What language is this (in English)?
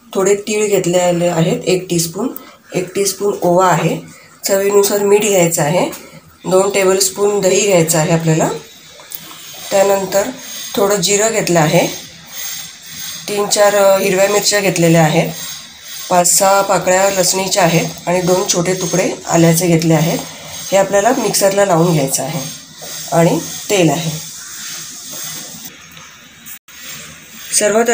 Marathi